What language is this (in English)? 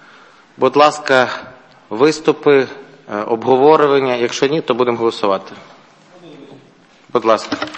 Ukrainian